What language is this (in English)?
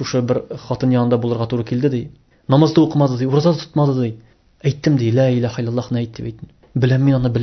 Tatar